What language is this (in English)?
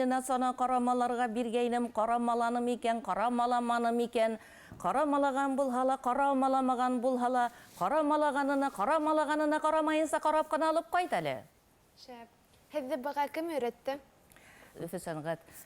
Bashkir